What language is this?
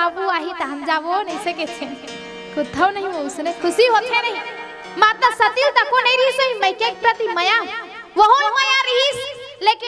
Chhattisgarhi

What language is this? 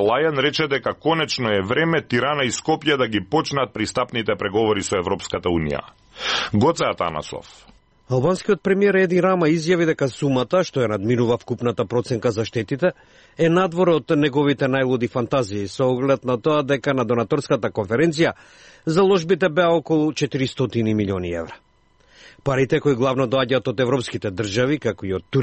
Macedonian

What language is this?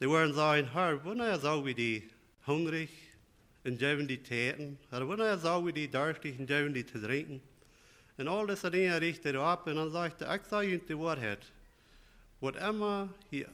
Plautdietsch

